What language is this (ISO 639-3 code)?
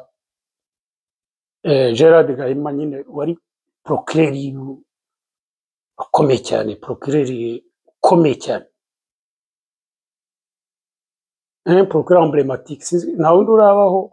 kin